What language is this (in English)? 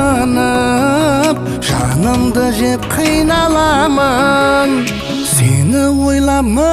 Kara-Kalpak